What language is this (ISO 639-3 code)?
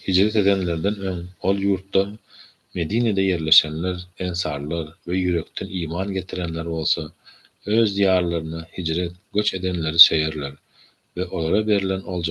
tuk